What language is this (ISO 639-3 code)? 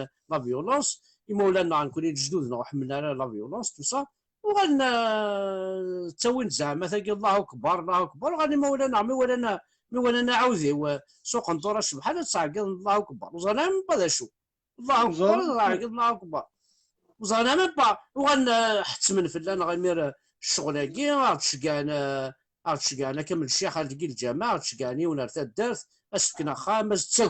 kab